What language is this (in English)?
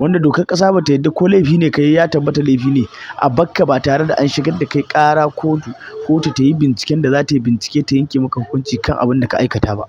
Hausa